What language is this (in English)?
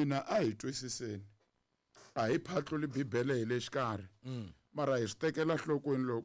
Tsonga